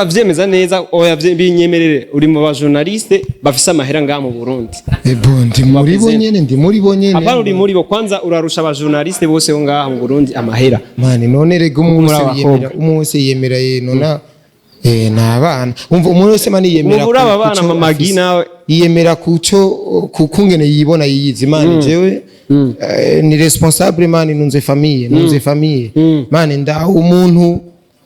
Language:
Rundi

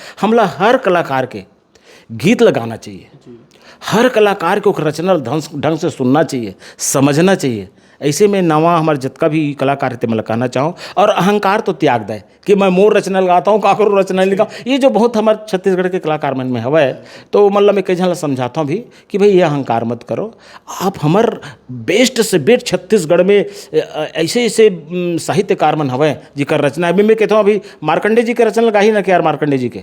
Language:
Chhattisgarhi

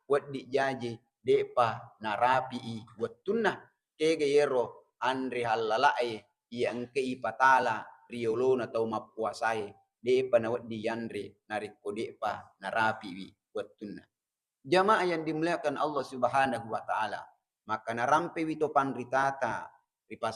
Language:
Buginese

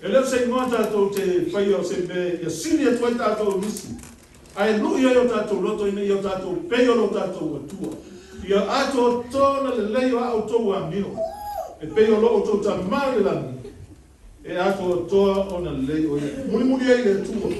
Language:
Samoan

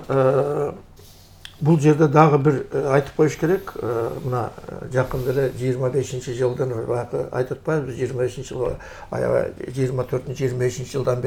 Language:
Kyrgyz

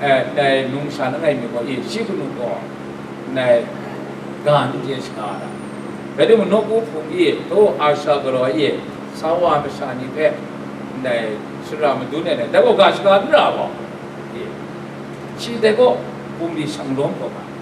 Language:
Kachin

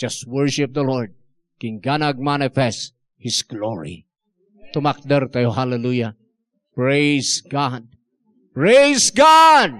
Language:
Iloko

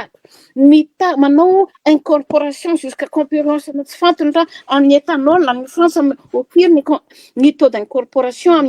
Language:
Malagasy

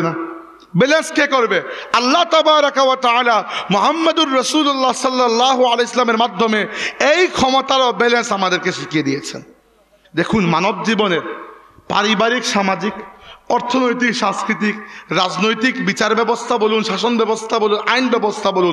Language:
Bangla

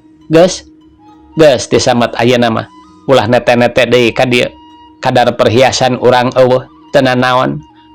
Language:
Sundanese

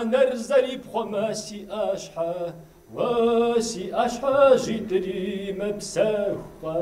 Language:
Kabardian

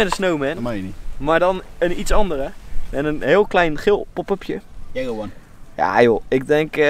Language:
Dutch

